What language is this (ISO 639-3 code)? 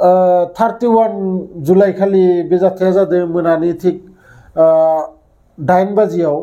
brx